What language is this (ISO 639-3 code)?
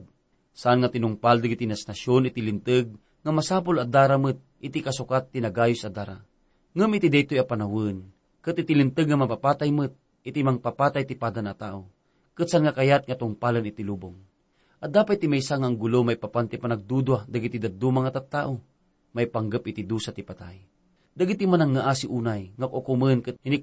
ilo